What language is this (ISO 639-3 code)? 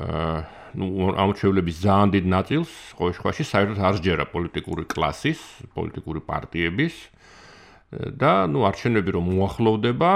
kat